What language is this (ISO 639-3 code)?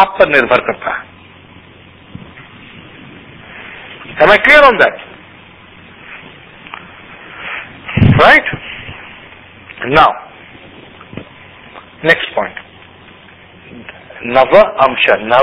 hin